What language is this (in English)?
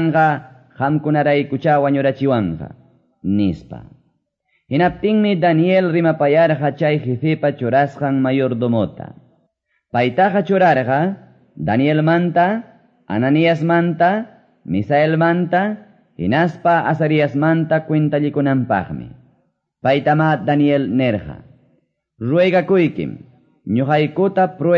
Quechua